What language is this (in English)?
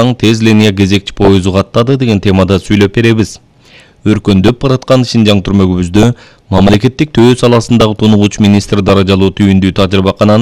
Kyrgyz